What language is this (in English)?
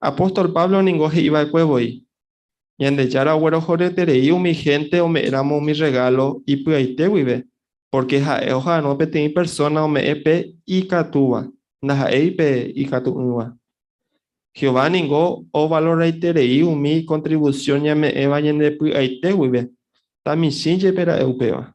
Guarani